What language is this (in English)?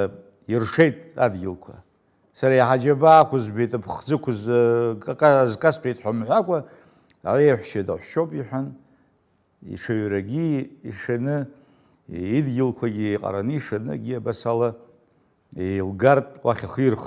Abkhazian